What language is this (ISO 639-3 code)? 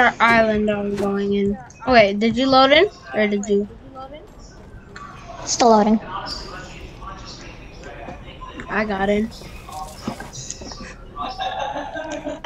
eng